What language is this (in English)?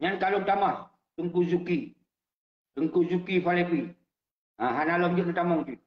Achinese